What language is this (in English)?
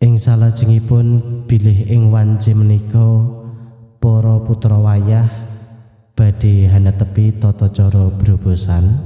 Javanese